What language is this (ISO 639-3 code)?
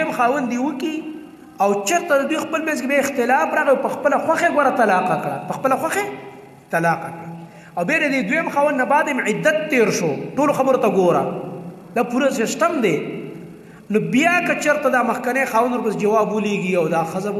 pus